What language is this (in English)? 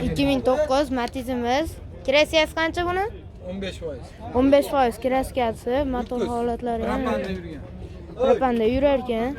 Uzbek